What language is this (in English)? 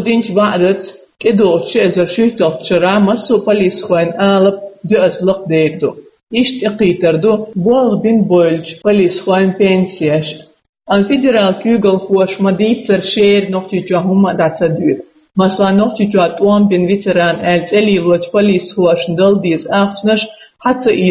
Chechen